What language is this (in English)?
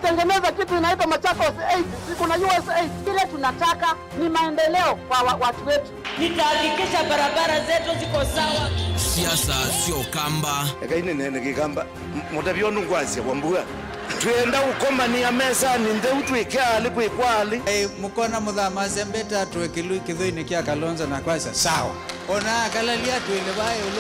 Kamba